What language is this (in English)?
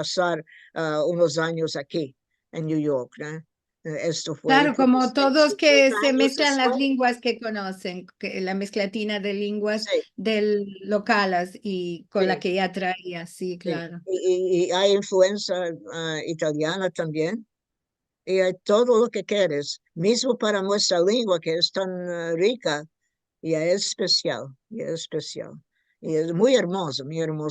Ladino